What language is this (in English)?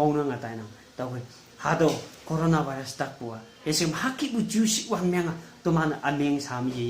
Konyak Naga